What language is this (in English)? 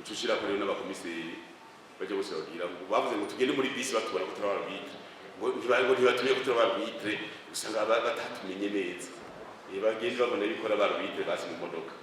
Rundi